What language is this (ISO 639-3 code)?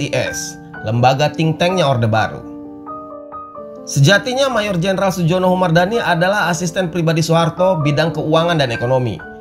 ind